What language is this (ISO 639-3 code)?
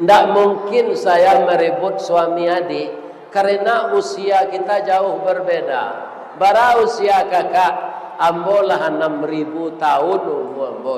min